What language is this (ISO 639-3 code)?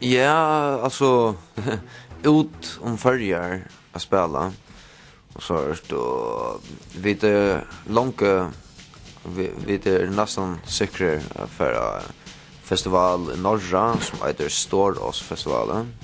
fao